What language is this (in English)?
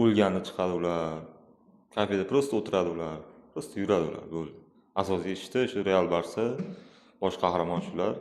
Uzbek